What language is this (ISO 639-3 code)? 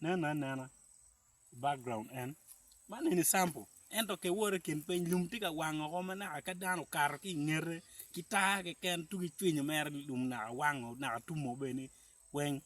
ach